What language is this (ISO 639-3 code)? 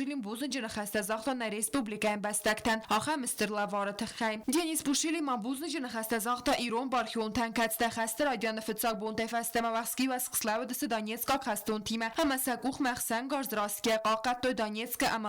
oss